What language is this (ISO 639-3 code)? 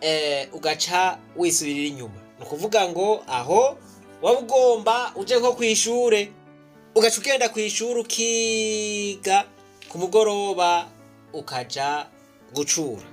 run